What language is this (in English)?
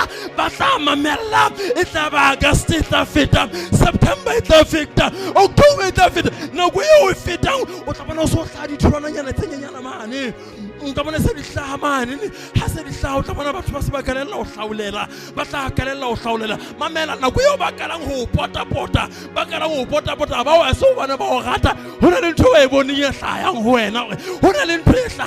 Southern Sotho